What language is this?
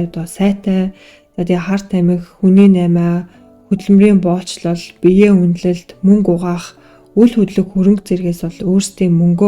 Mongolian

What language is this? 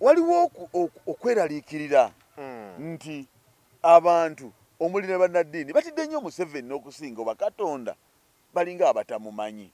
Ganda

